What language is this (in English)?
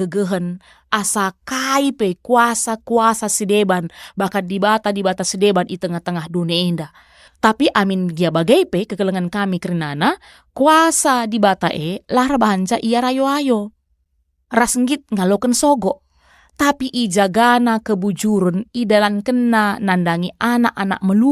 Batak Karo